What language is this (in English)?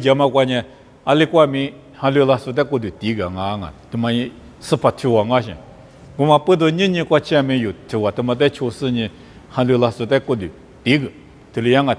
Lisu